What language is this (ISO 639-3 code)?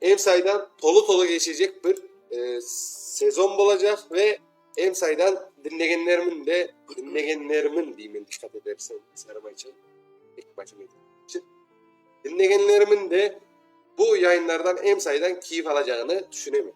crh